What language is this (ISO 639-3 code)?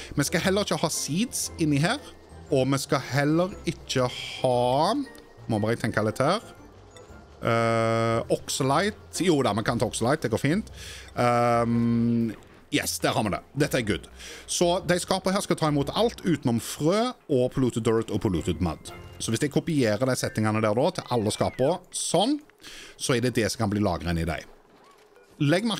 nor